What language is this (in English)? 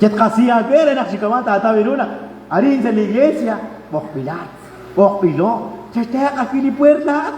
Kekchí